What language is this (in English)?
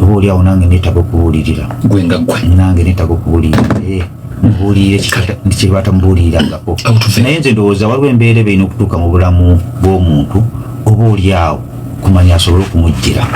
Ganda